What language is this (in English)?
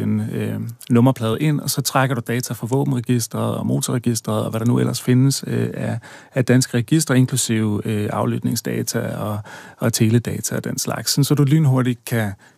Danish